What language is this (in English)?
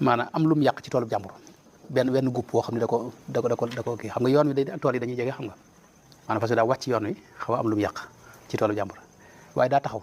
Wolof